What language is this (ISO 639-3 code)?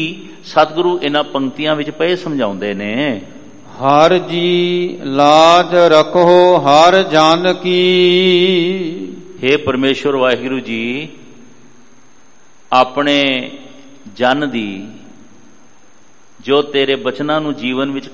pan